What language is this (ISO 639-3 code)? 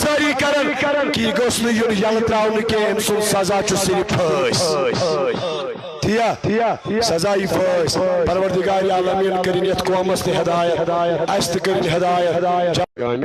kas